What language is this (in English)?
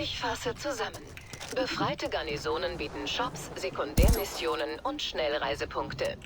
Bavarian